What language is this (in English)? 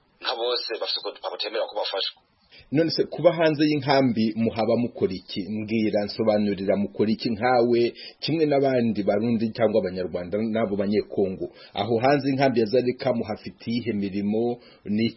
Kinyarwanda